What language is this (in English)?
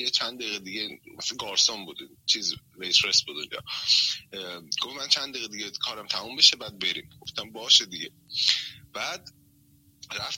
Persian